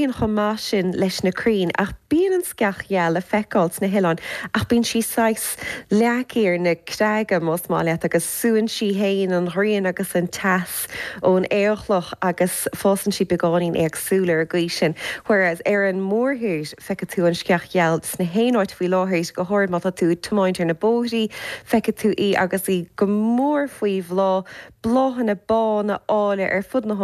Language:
Irish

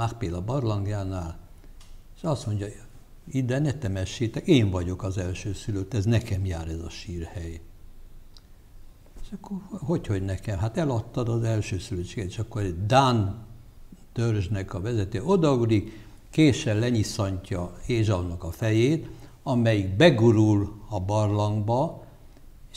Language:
Hungarian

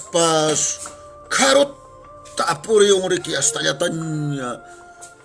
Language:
Quechua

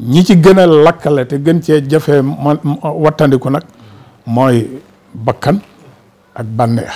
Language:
Wolof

